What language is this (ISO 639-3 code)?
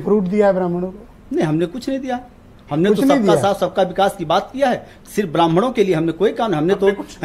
hin